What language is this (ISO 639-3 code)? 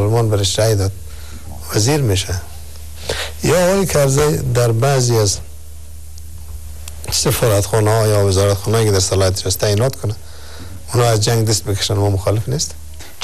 fas